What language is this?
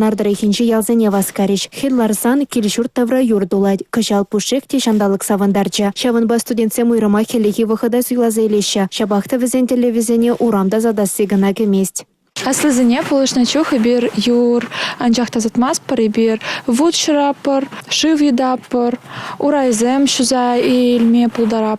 Chuvash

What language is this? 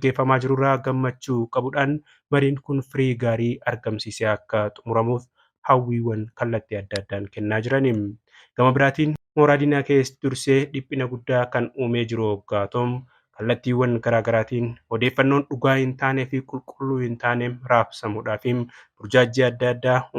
Oromo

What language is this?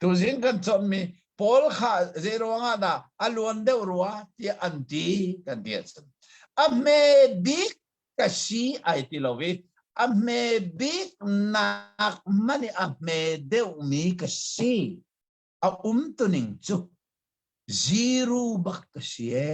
Hakha Chin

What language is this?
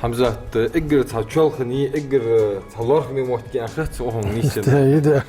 Ingush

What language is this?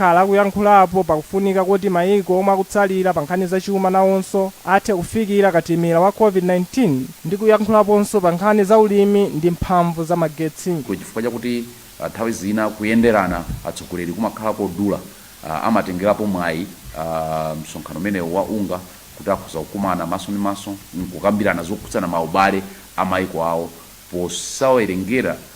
Nyanja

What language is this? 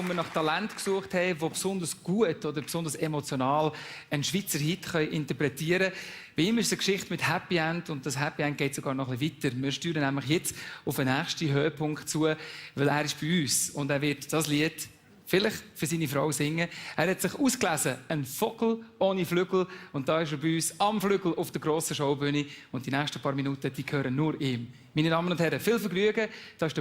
Swiss German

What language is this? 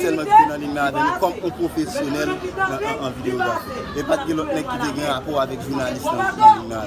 Haitian Creole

